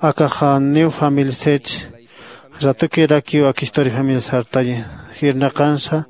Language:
Aymara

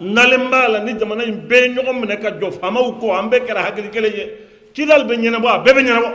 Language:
Bambara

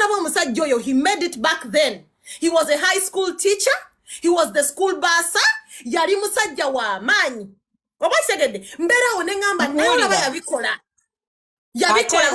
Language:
Ganda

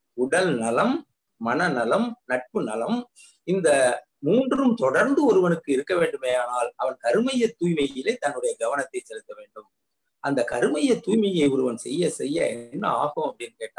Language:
Tamil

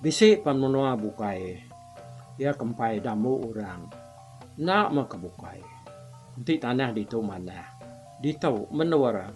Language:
Iban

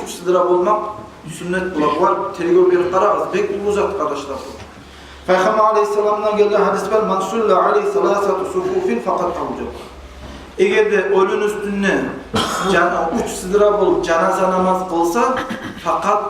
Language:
Kumyk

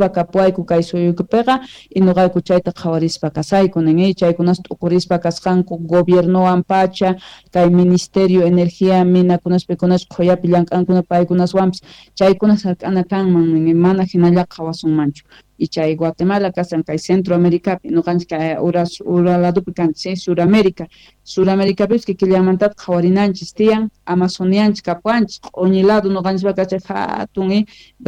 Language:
Quechua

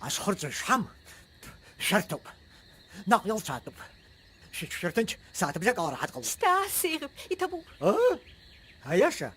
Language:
Abkhazian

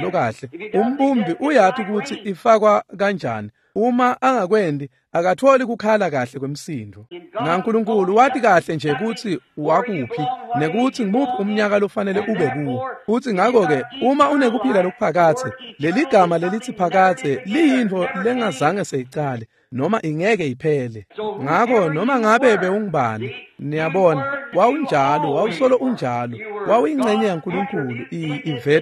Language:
Swati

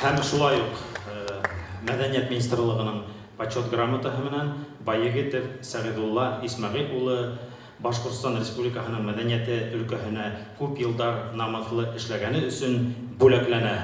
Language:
Bashkir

